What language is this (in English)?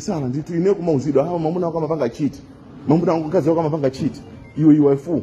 Nyanja